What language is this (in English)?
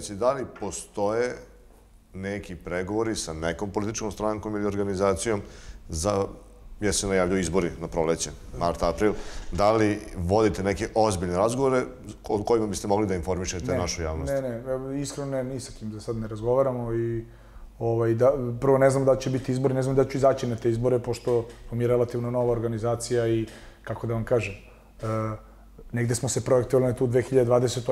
Serbian